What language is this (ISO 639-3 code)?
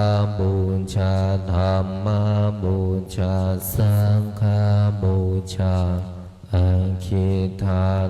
pli